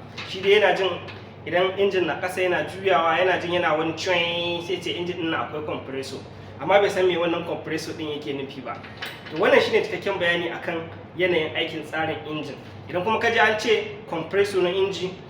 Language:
Hausa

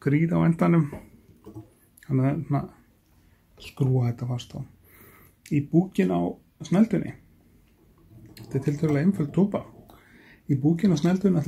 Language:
Icelandic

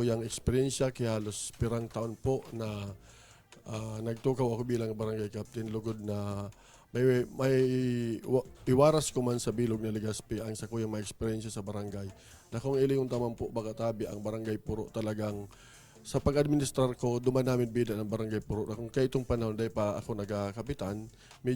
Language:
Bikol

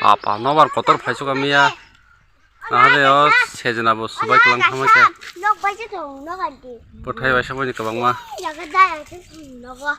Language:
Kok Borok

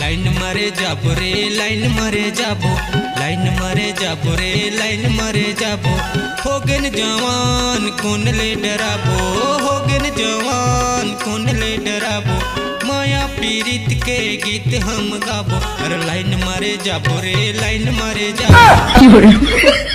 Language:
Chhattisgarhi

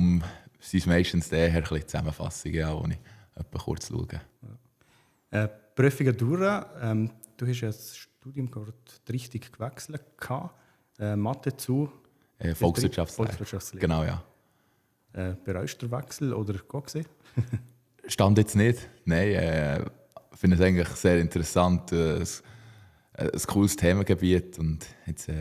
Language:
Swiss German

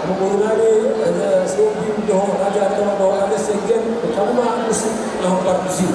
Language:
Batak Toba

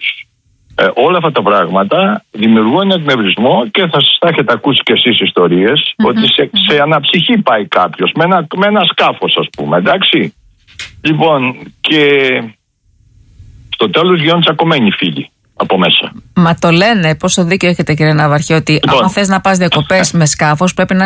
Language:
Greek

